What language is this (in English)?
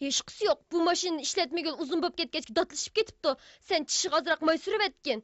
Uyghur